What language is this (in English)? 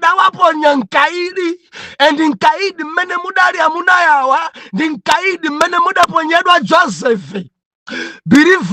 Nyanja